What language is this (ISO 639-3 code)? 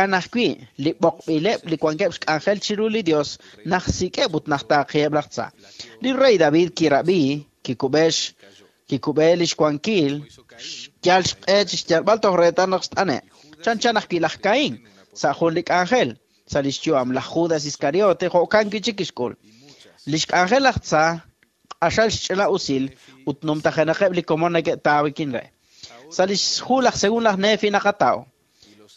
kek